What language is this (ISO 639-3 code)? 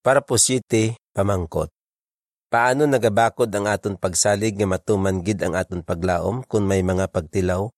hil